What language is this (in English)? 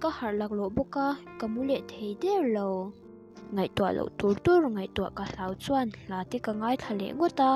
Mizo